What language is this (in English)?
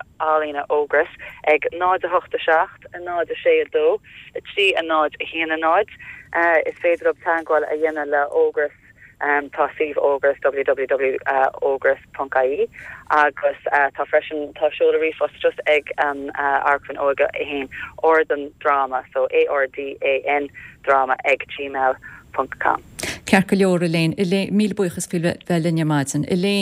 Irish